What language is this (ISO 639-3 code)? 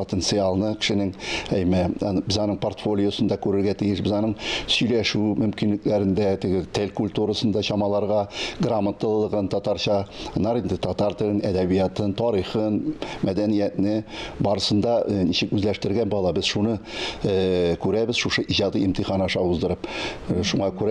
tat